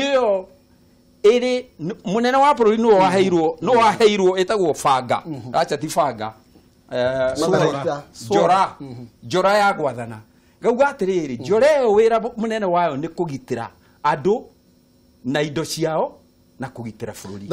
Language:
Kikuyu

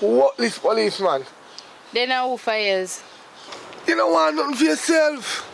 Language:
Jamaican Creole English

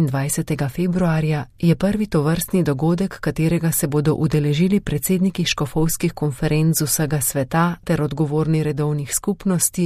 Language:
Slovenian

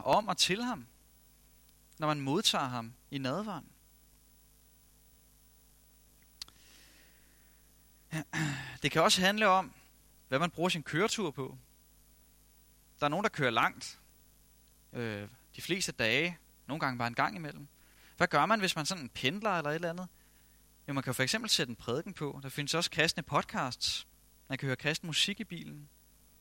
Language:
Danish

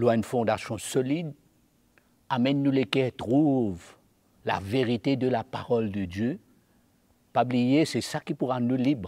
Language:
Morisyen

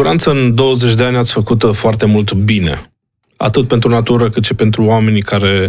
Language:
Romanian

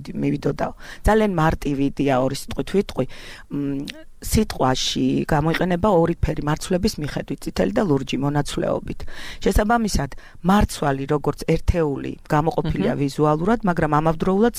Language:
Georgian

